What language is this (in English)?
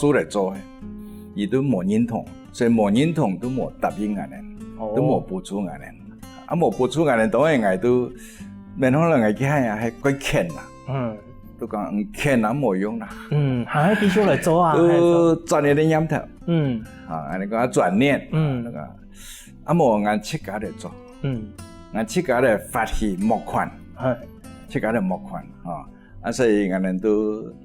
Hakka Chinese